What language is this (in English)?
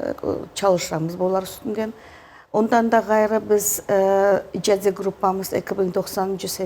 Crimean Tatar